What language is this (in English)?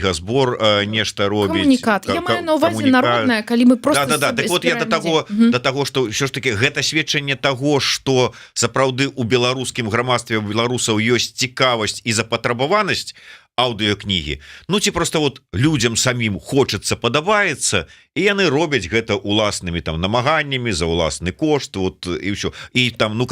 Belarusian